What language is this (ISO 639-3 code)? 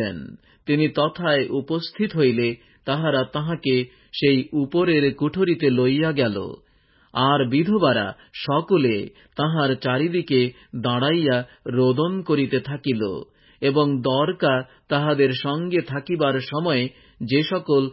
ben